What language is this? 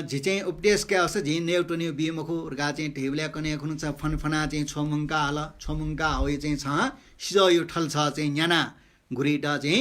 Newari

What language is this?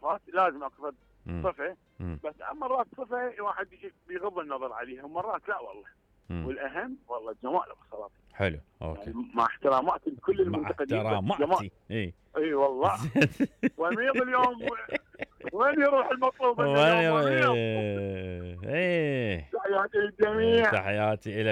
Mesopotamian Arabic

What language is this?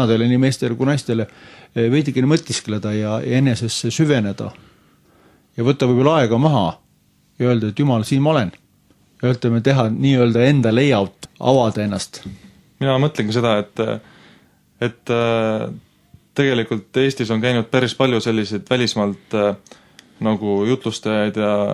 Estonian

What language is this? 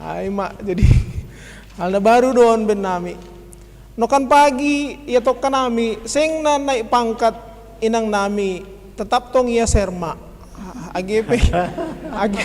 Batak Simalungun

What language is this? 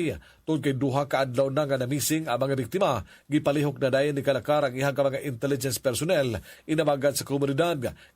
Cebuano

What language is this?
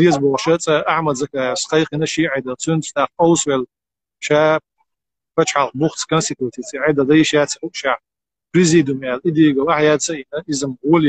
Chechen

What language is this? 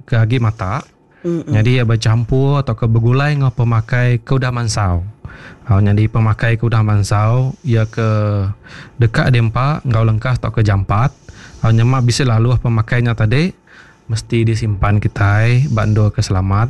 Iban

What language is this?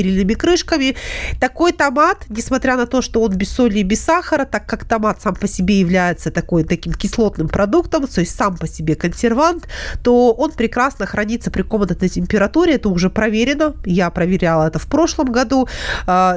Russian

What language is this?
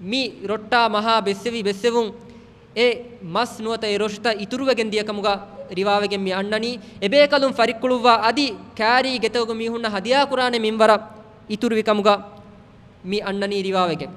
Divehi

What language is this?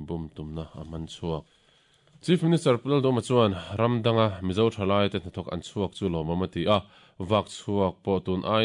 Mizo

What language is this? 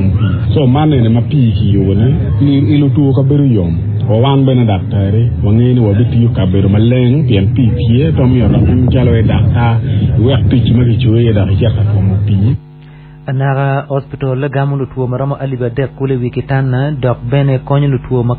Acoli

